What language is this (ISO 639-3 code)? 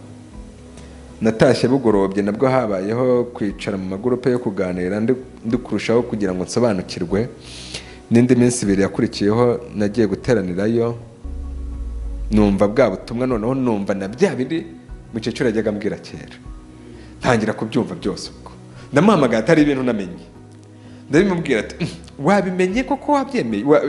kin